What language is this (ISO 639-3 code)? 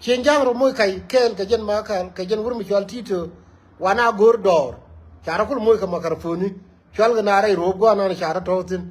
nus